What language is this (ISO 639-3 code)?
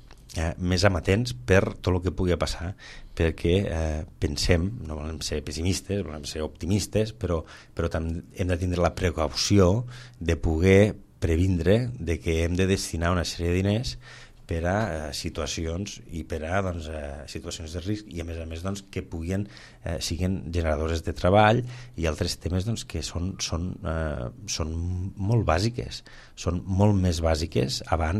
cat